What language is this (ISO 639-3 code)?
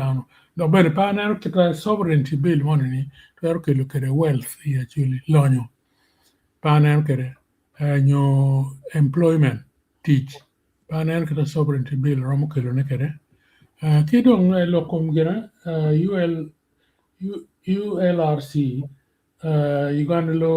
ach